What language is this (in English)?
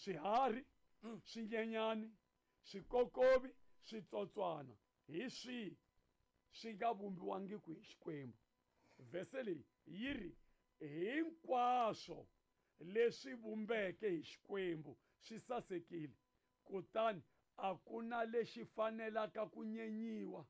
Tsonga